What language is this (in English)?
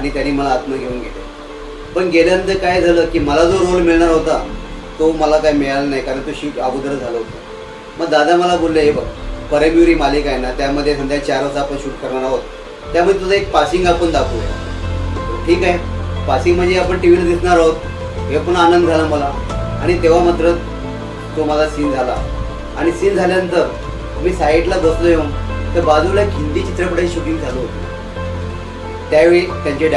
Marathi